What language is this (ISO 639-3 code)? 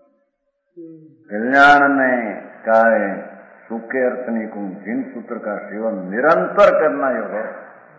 guj